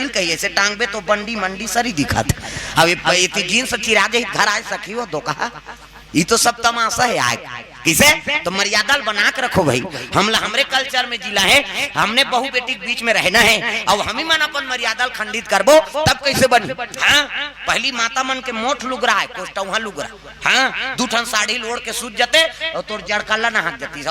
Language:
Chhattisgarhi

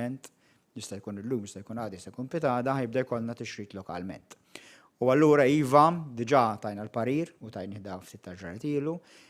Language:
Maltese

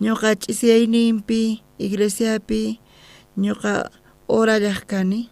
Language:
South Bolivian Quechua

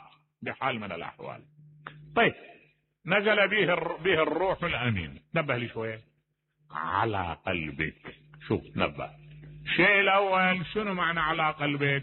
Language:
Mesopotamian Arabic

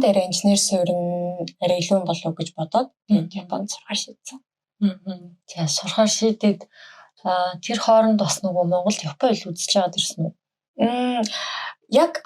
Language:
Mongolian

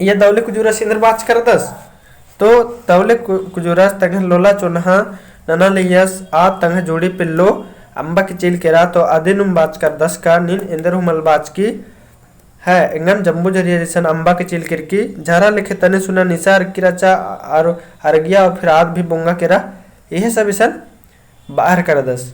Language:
Kurukh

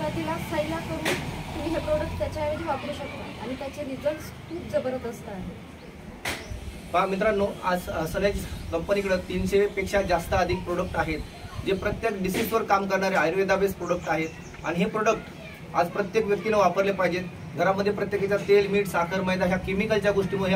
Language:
Marathi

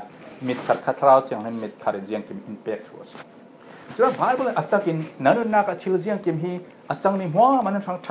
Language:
Falam Chin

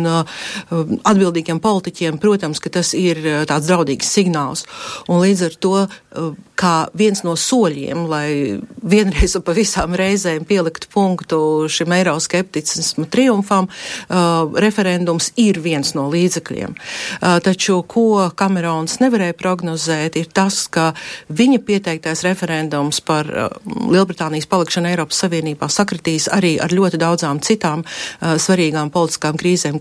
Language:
Latvian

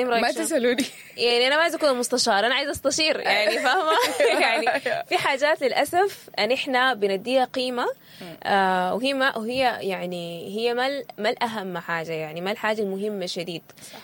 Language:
Sudanese Arabic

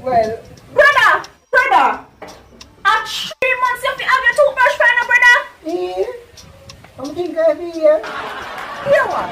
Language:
Jamaican Creole English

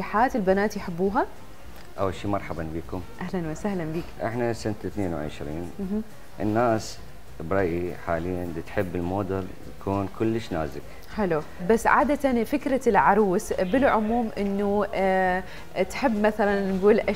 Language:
Mesopotamian Arabic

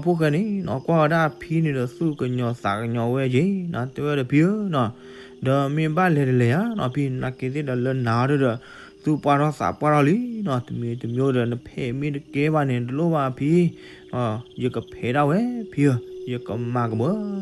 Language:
S'gaw Karen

